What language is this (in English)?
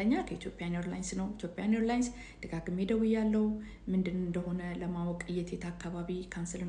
Amharic